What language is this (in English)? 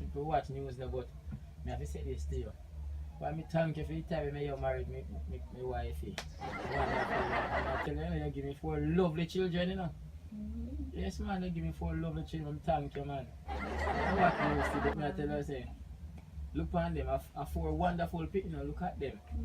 Jamaican Creole English